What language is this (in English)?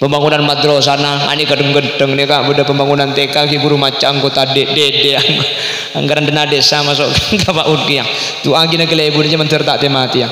Madurese